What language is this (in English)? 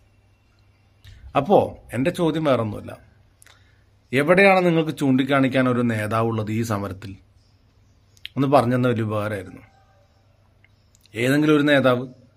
Malayalam